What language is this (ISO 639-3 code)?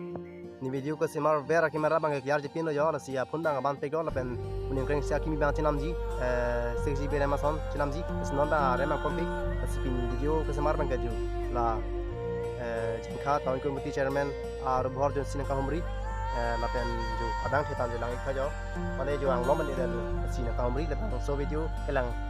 mjw